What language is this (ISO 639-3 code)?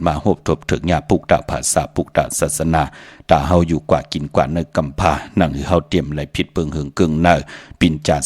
shn